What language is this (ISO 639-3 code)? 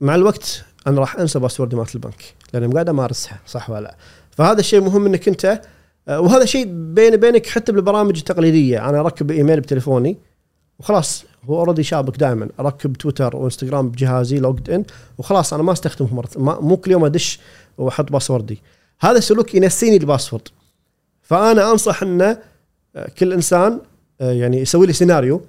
afb